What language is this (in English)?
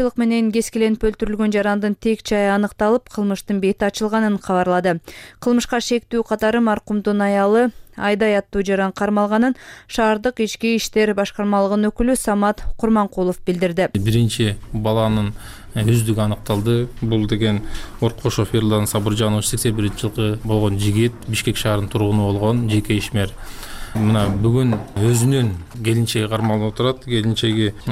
Kyrgyz